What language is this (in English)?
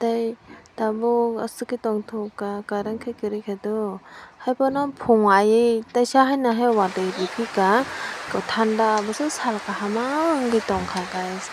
Kok Borok